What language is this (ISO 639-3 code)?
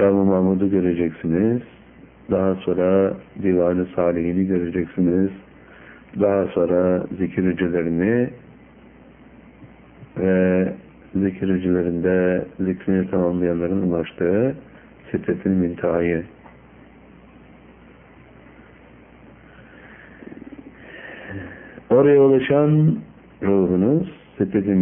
tur